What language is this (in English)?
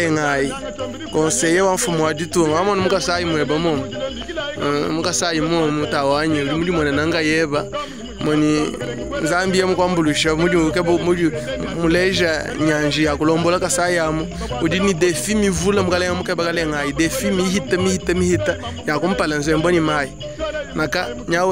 Luba-Lulua